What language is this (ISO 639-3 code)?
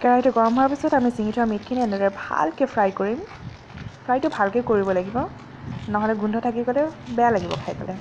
asm